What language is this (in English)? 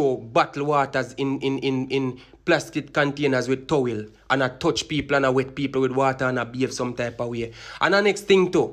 Jamaican Creole English